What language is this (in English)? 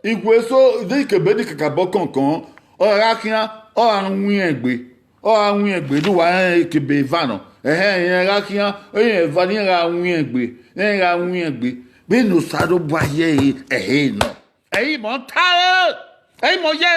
Bini